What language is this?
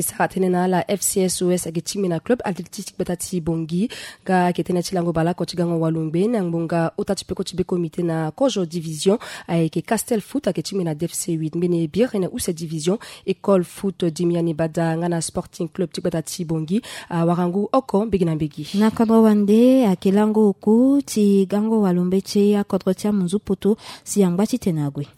Sango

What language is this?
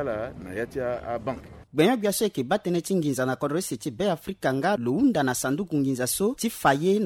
Sango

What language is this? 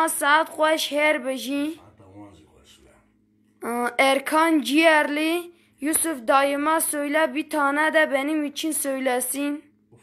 Kurdish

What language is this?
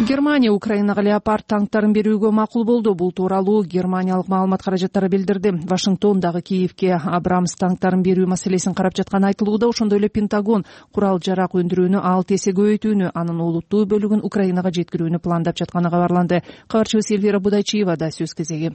Kyrgyz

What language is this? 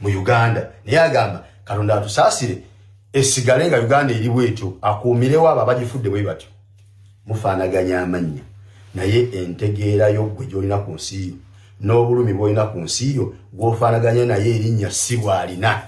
Ganda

